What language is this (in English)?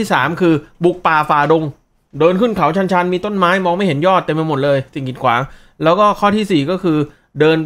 Thai